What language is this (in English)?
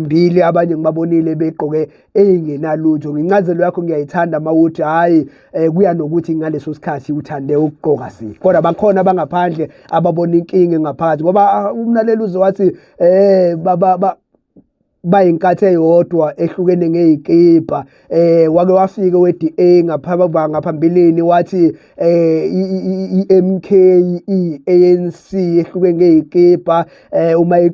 Zulu